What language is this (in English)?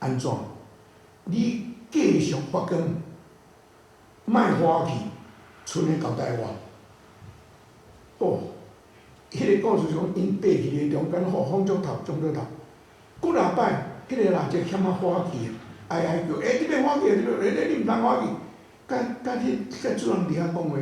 Min Nan Chinese